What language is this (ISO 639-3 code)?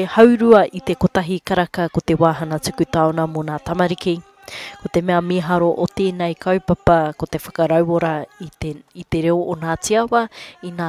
mri